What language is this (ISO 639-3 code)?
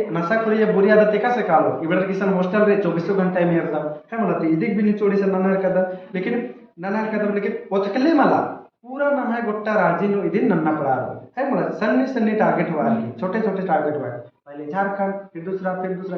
kru